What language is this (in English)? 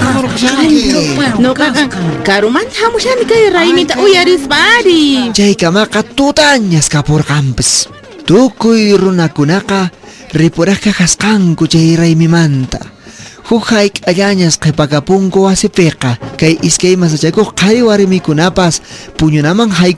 Quechua